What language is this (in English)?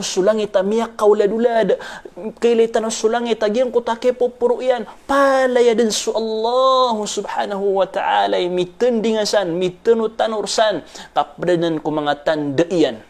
Maranao